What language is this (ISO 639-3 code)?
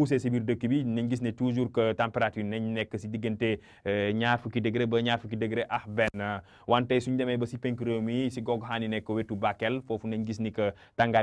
wol